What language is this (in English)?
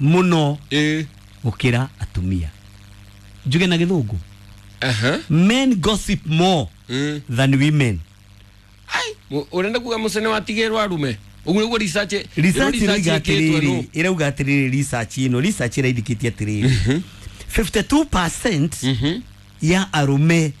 Kikuyu